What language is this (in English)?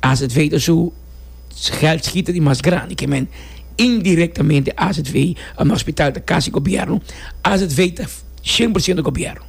Papiamento